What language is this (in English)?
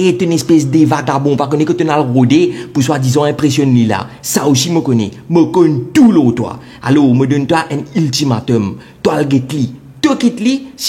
Morisyen